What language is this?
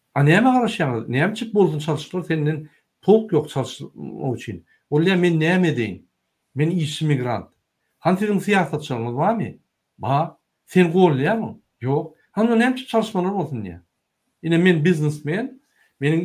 Turkmen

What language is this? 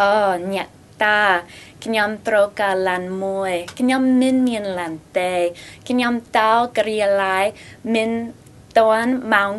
Khmer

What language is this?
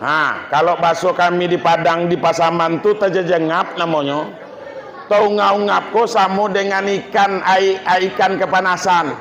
Minangkabau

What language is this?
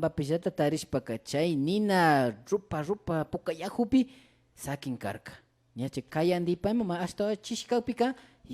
Imbabura Highland Quichua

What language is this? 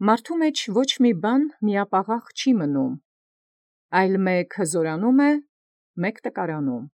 Armenian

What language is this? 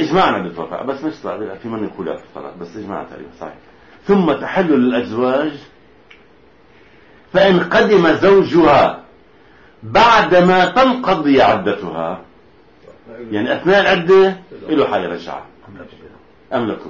Arabic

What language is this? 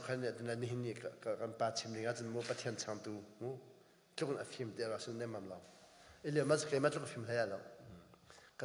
Hakha Chin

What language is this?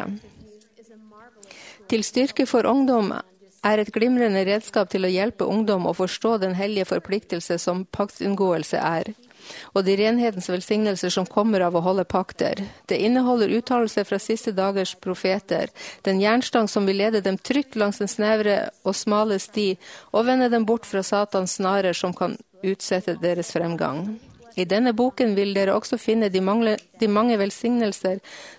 Norwegian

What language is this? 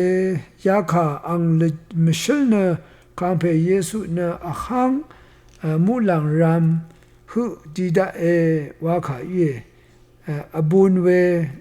Rawang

